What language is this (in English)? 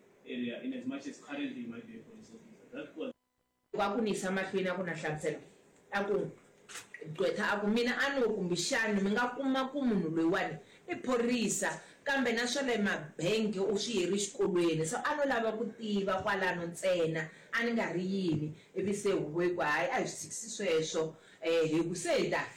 Tsonga